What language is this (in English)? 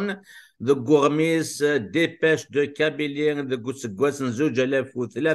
Kabyle